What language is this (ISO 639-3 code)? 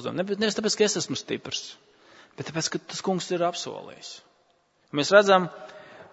lav